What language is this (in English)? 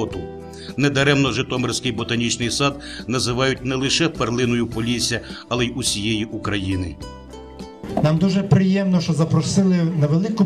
Ukrainian